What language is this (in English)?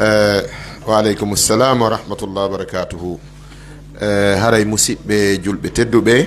Pular